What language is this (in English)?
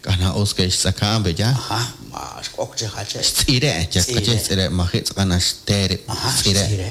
Kekchí